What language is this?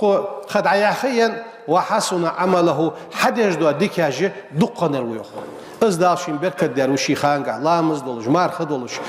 Ingush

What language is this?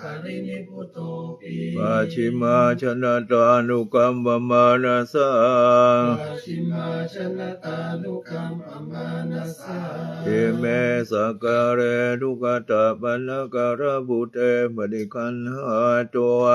Pali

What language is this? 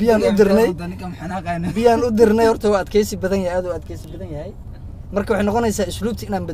Somali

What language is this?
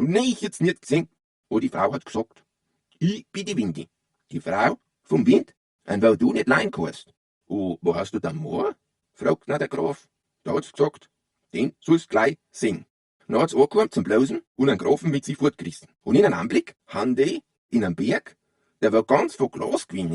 Bavarian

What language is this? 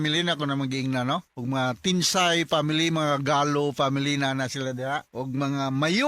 Cebuano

